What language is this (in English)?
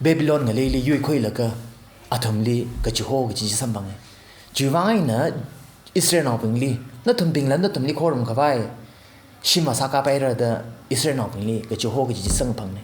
Tangkhul Naga (India)